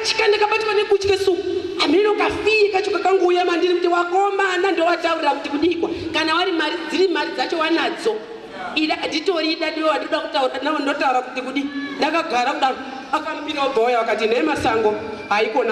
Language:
Shona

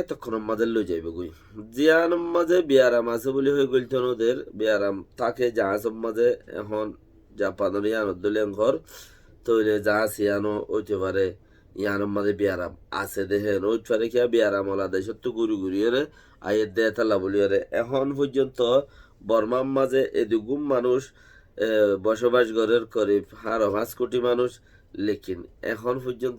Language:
Rohingya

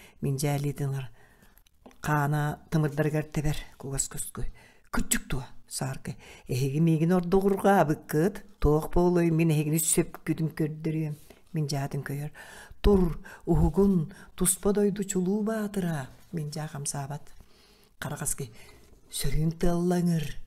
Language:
Yakut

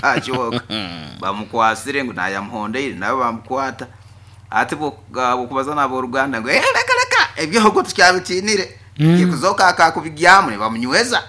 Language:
Nyankole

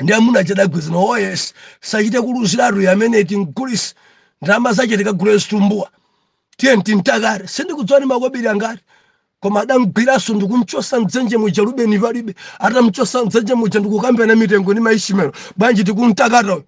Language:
Nyanja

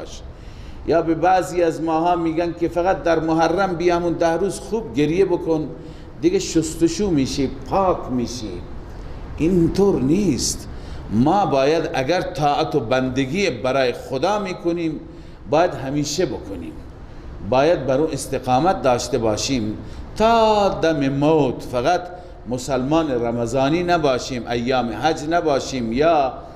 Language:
Persian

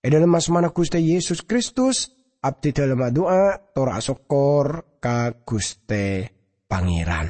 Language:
Madurese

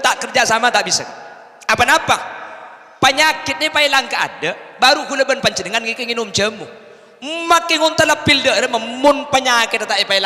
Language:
Madurese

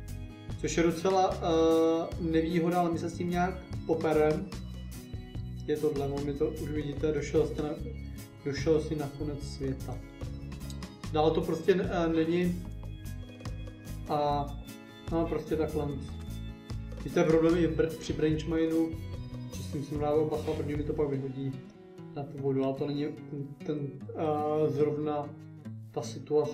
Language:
Czech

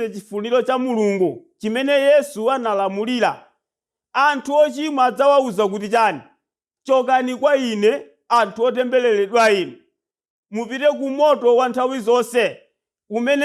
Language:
Nyanja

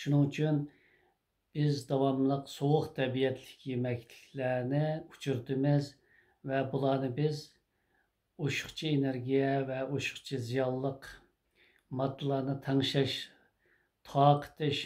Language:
Uyghur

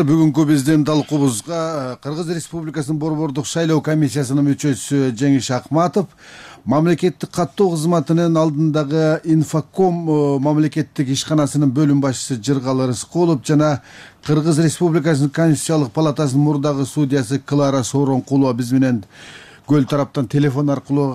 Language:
Kyrgyz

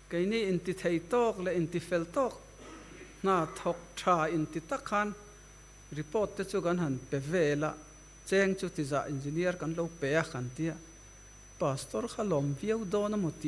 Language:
Mizo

